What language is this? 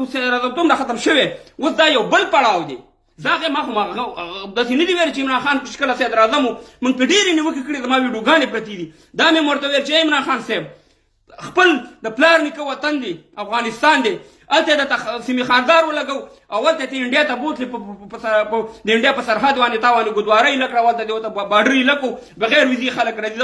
Pashto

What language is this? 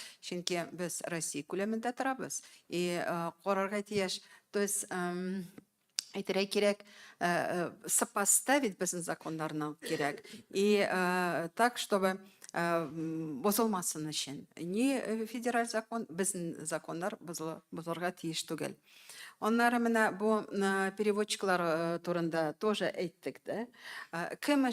Tatar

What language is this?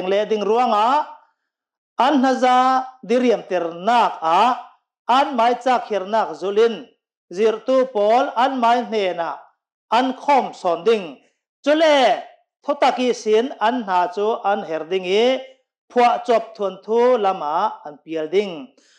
Hakha Chin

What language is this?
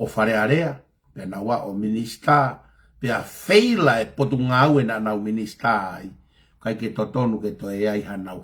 Tongan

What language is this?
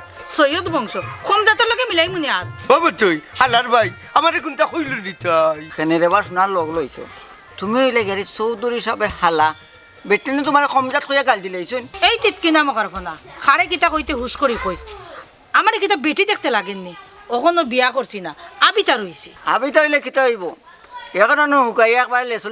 Sylheti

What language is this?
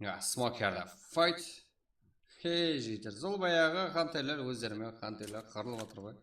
Kara-Kalpak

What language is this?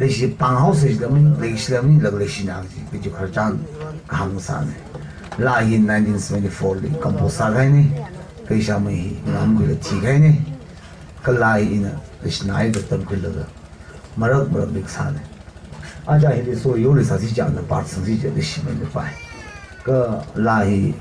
Tangkhul Naga (India)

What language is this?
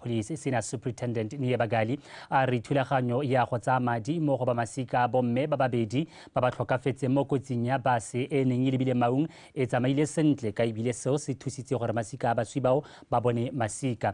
Tswana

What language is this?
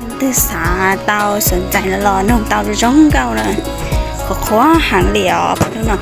Hmong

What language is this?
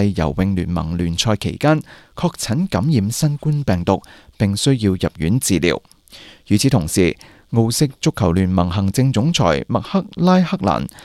Cantonese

